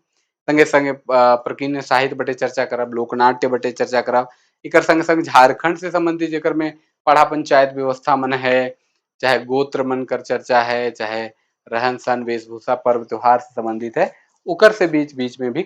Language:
Sadri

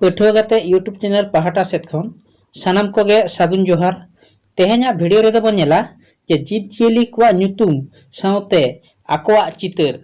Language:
Santali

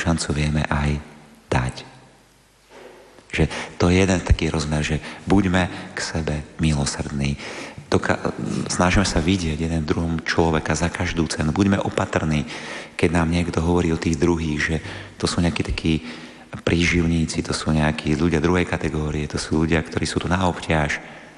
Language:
Slovak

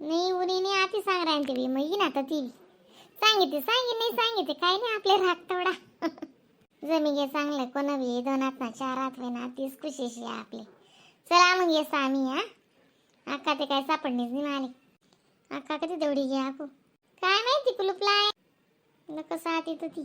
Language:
Khandesi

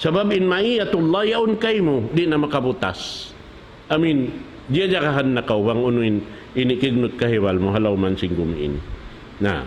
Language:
Tausug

